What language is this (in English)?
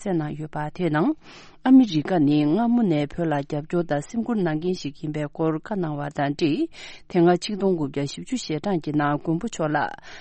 Tibetan